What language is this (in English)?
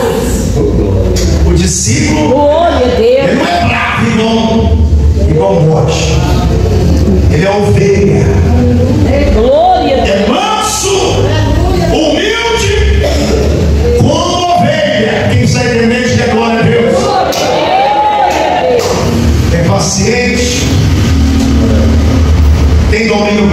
Portuguese